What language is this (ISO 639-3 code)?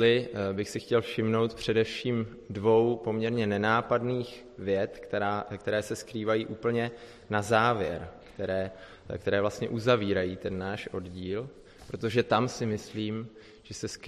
ces